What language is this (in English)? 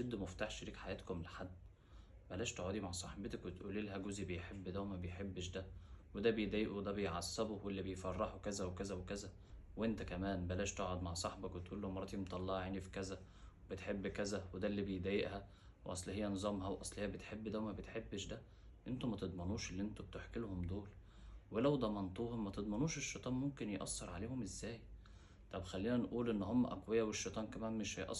Egyptian Arabic